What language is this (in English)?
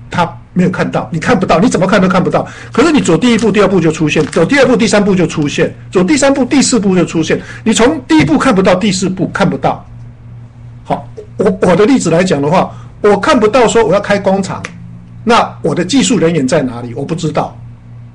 Chinese